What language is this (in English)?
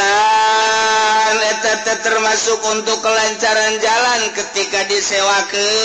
Sundanese